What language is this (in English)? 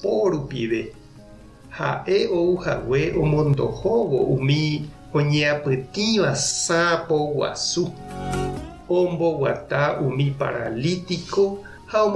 Guarani